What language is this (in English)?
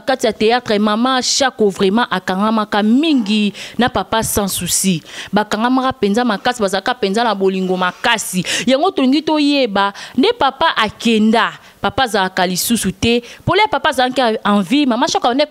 Lingala